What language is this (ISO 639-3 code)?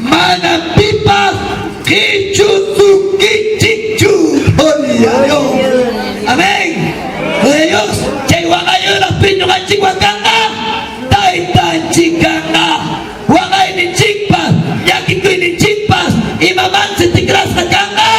quy